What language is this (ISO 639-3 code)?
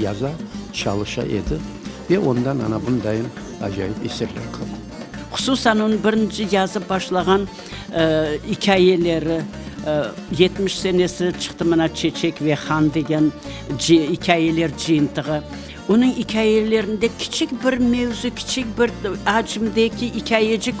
crh